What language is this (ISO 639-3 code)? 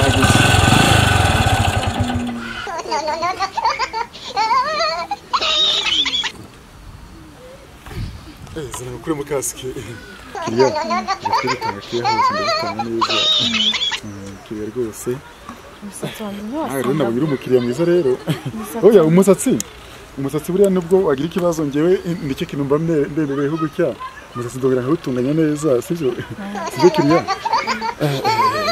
kin